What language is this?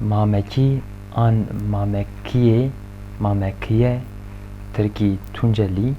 Kurdish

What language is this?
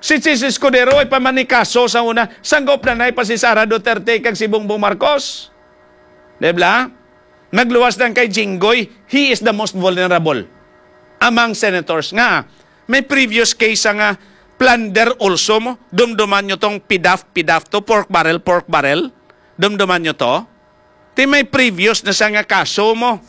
Hiligaynon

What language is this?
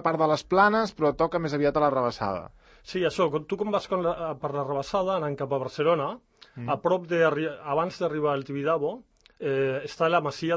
Catalan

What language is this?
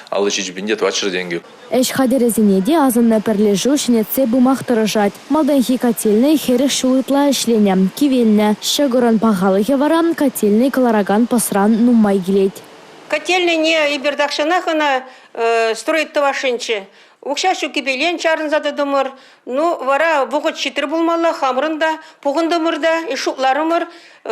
Chuvash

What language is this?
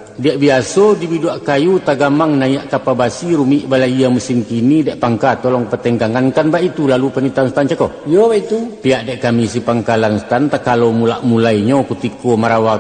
Minangkabau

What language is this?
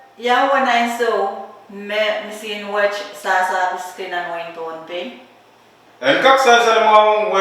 Pohnpeian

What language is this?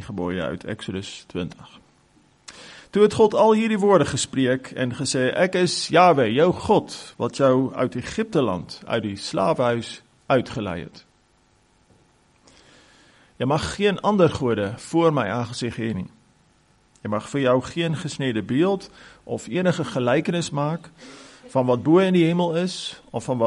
Afrikaans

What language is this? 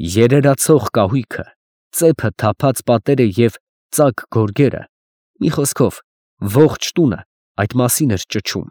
Armenian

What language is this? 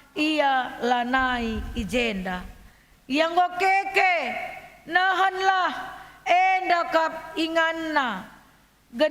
Batak Karo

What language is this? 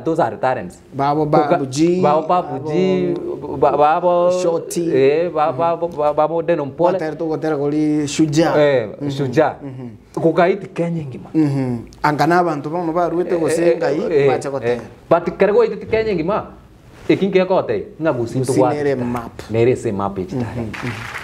Gusii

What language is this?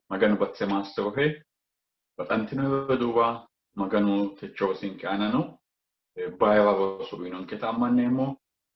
Sidamo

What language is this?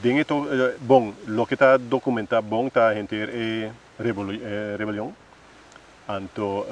Papiamento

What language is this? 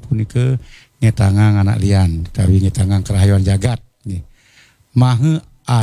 Balinese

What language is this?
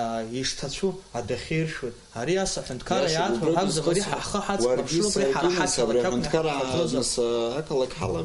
Abkhazian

